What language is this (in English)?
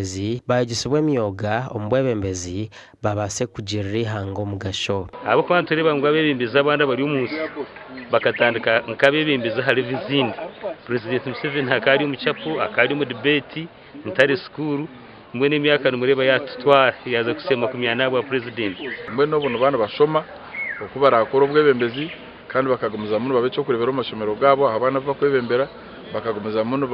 Nyankole